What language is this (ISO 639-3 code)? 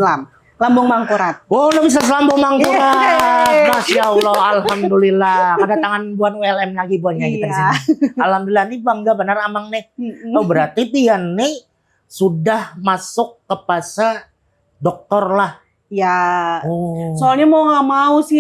bjn